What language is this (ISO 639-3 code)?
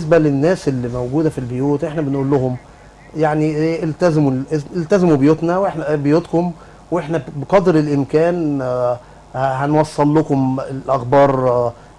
arz